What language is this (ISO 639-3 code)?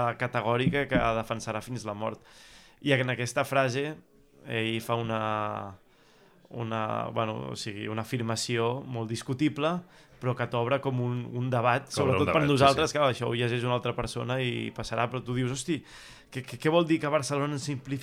cat